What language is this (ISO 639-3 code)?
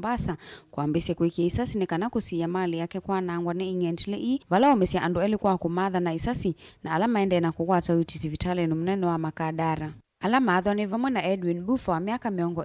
kam